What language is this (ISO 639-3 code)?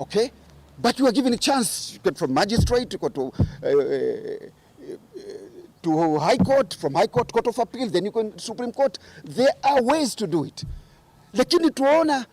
kam